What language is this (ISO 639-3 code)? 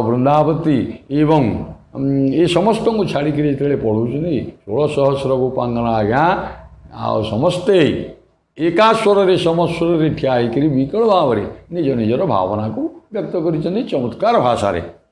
ori